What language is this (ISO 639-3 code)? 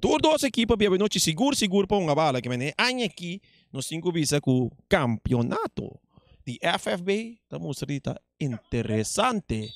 pap